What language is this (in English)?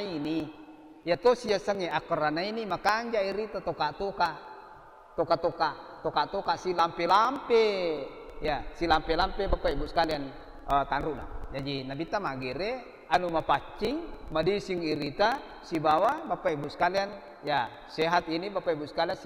Buginese